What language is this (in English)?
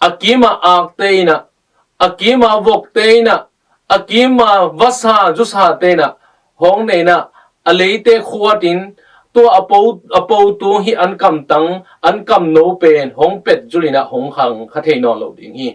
Tedim Chin